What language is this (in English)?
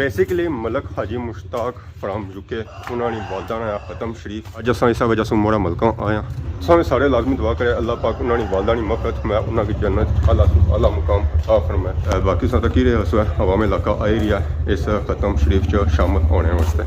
Pahari-Potwari